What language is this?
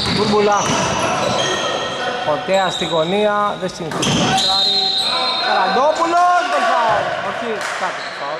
Greek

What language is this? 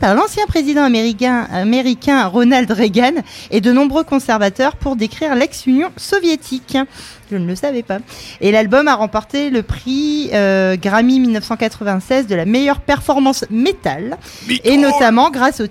French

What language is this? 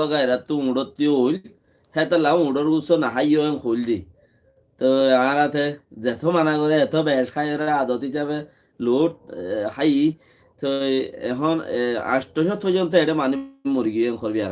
Rohingya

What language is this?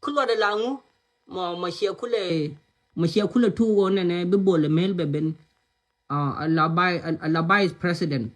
Nuer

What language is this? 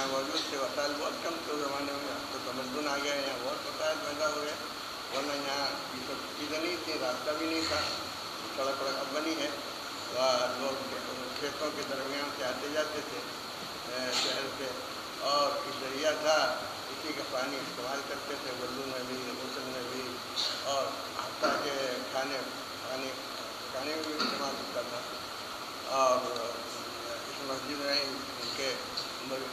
Urdu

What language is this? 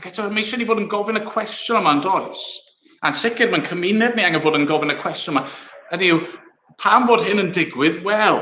Welsh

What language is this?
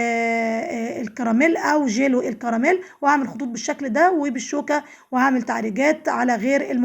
Egyptian Arabic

